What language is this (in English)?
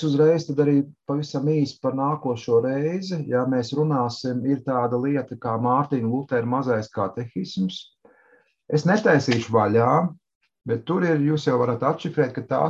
Latvian